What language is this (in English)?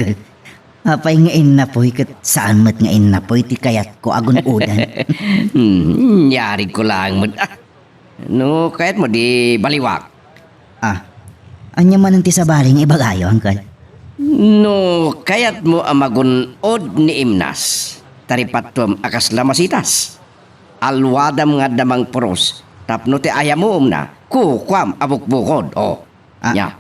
Iloko